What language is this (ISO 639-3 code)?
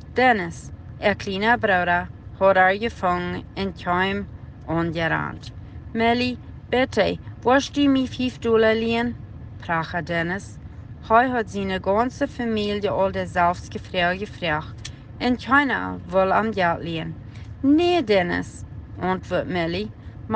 pdt